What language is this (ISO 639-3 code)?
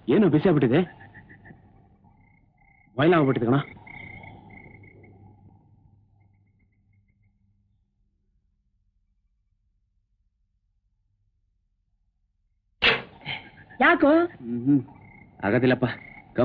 kan